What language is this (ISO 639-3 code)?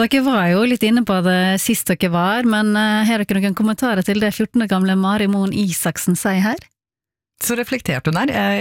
nor